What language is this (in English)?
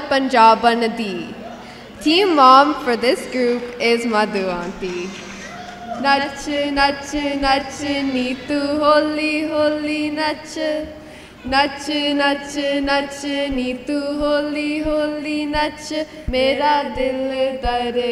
Punjabi